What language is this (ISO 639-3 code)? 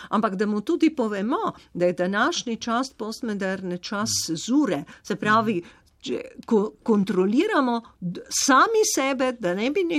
slv